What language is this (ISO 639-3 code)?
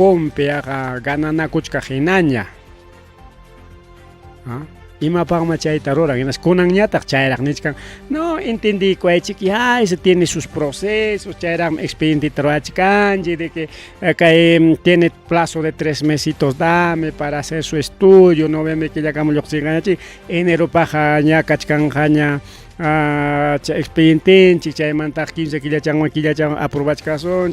quy